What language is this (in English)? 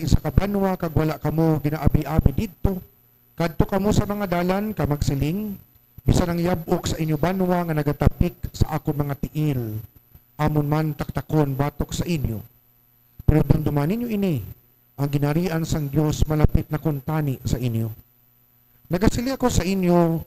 Hiligaynon